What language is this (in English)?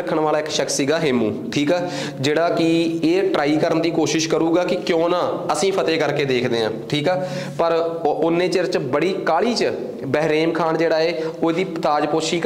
Punjabi